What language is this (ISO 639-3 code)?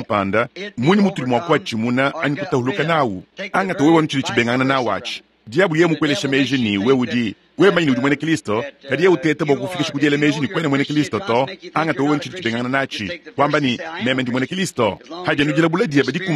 lua